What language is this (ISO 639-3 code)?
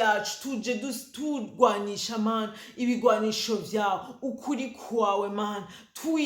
run